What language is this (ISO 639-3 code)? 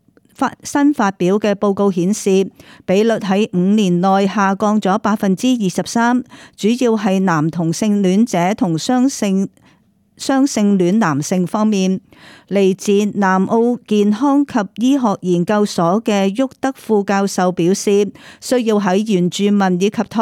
yue